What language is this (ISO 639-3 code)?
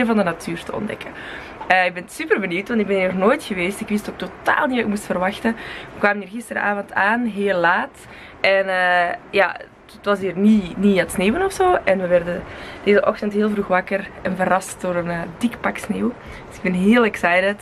nld